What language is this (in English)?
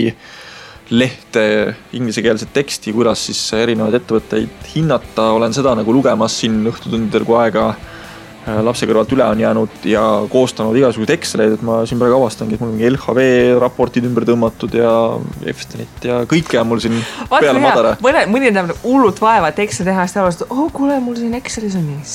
Estonian